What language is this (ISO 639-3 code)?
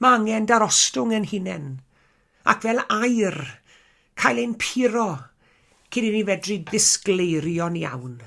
cym